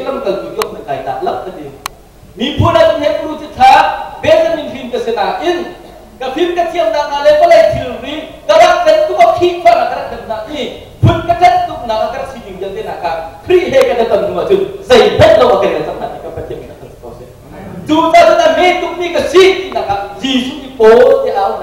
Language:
Hakha Chin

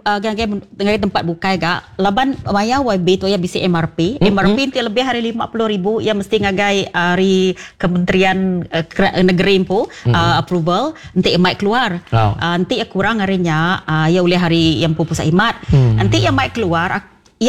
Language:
Iban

